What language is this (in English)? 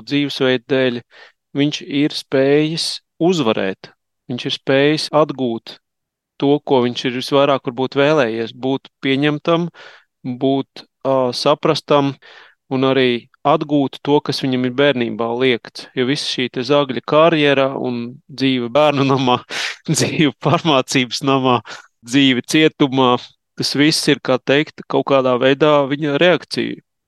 Latvian